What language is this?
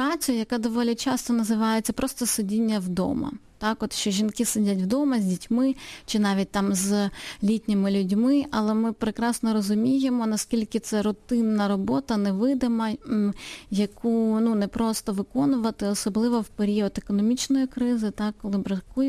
Ukrainian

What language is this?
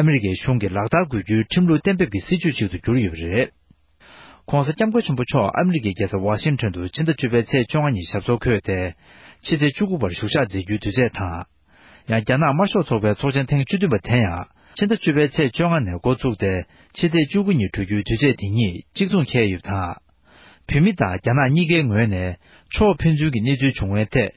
Tibetan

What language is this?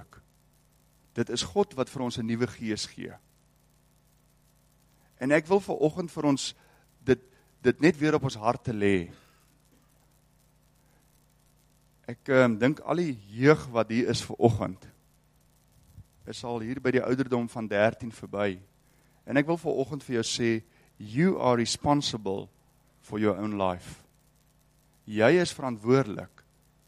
Afrikaans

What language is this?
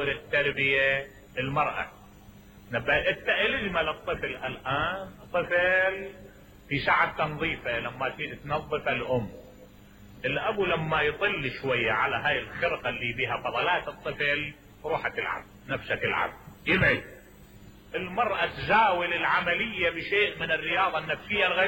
Mesopotamian Arabic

